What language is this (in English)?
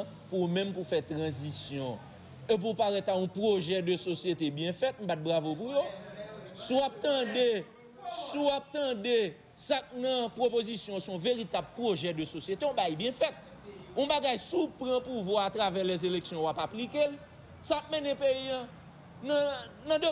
Haitian Creole